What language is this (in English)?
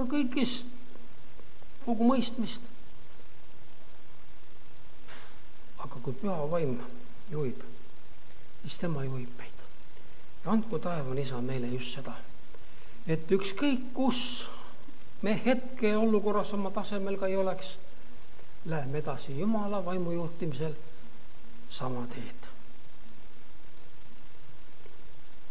Estonian